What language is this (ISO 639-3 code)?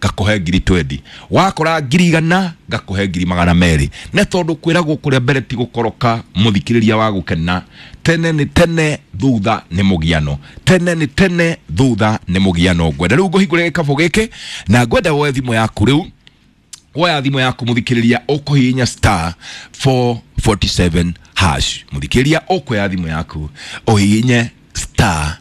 kik